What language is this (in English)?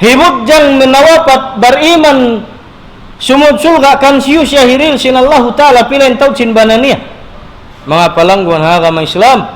Tausug